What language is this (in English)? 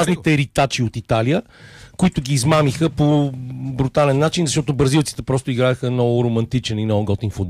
Bulgarian